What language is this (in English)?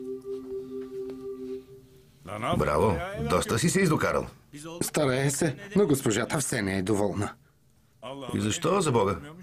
Bulgarian